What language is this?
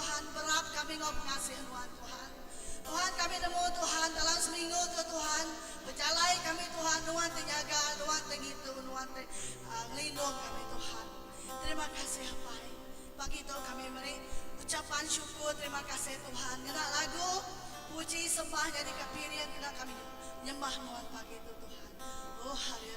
Iban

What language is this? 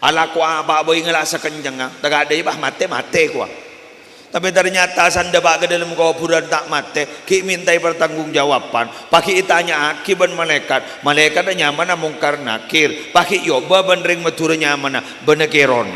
Madurese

